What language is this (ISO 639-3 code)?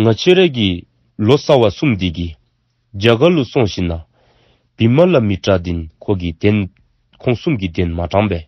dzo